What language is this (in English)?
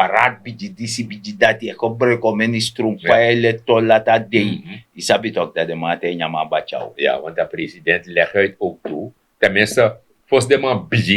Sranan Tongo